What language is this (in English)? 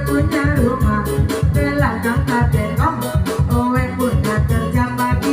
Minangkabau